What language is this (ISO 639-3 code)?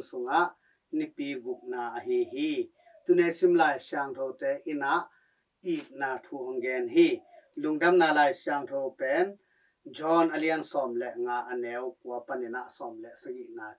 ctd